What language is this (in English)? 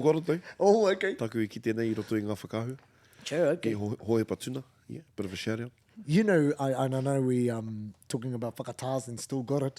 Māori